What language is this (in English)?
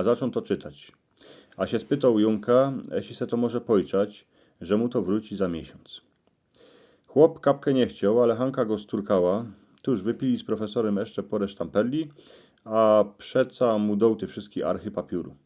Silesian